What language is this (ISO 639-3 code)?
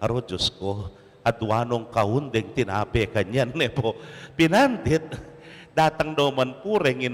pam